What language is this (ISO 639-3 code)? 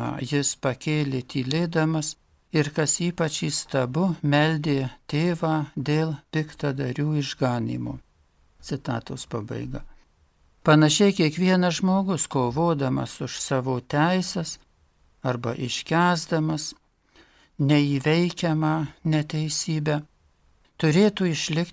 lit